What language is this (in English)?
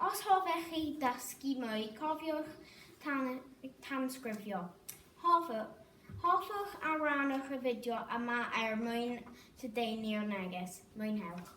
Welsh